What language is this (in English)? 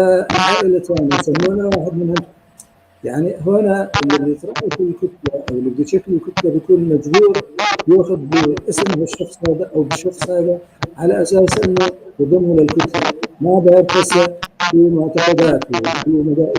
North Levantine Arabic